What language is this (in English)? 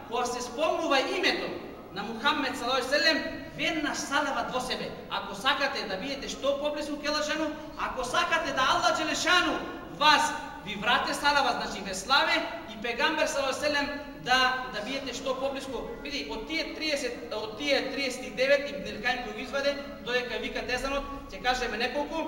Macedonian